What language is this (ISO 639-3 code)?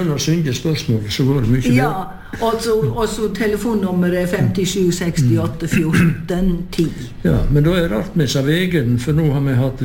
nor